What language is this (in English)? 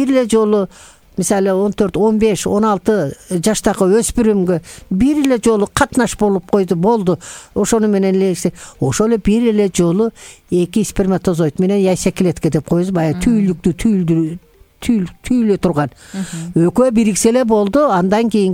Kyrgyz